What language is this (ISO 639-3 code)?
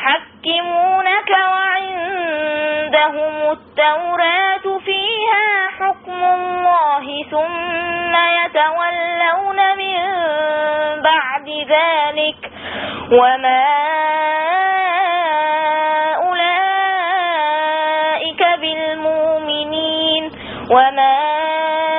ara